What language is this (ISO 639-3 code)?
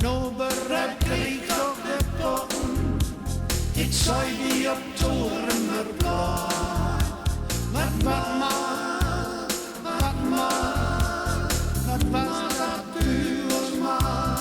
gos